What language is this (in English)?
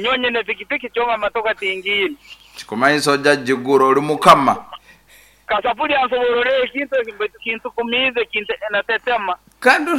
Nyankole